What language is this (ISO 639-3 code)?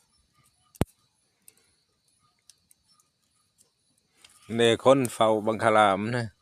lao